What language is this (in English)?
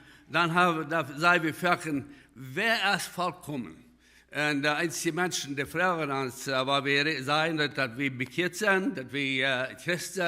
Plautdietsch